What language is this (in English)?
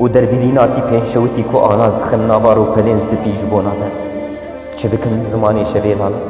Kurdish